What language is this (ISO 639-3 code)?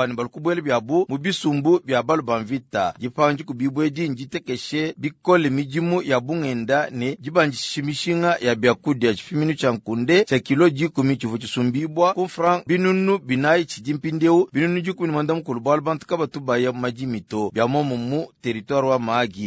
lua